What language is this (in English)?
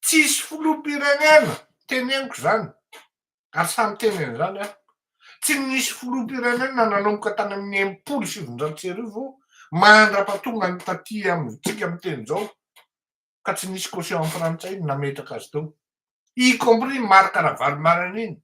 Malagasy